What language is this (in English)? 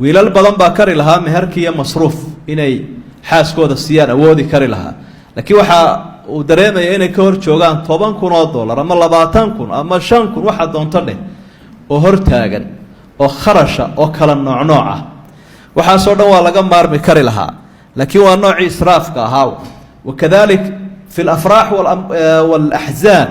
Somali